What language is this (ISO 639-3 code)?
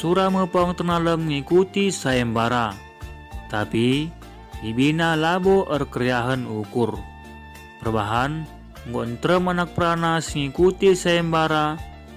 btx